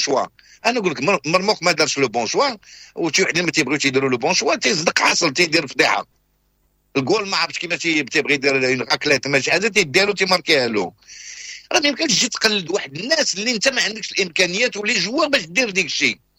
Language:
Moroccan Arabic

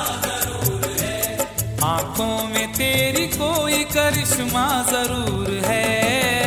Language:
Hindi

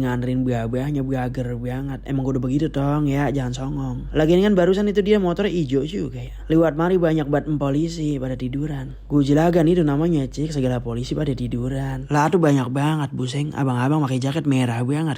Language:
Betawi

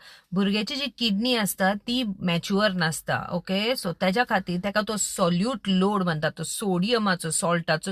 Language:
Konkani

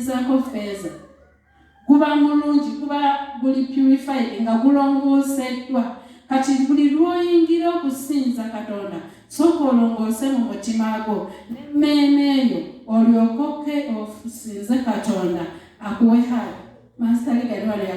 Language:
Ganda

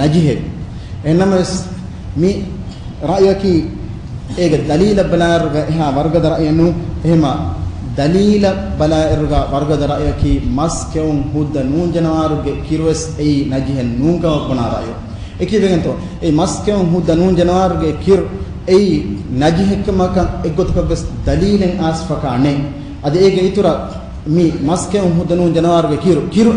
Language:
Divehi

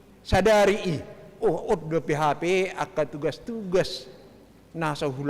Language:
Batak Toba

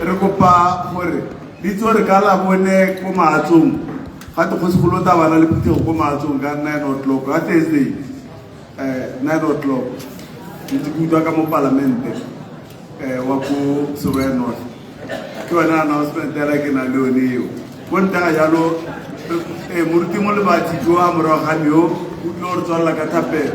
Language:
Tswana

